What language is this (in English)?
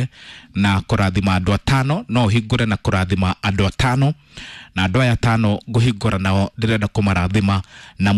Kikuyu